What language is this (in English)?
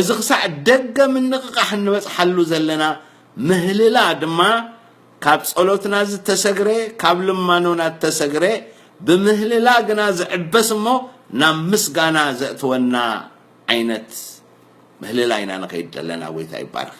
Tigrinya